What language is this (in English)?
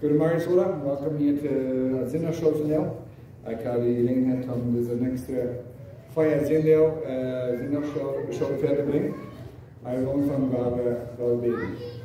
Plautdietsch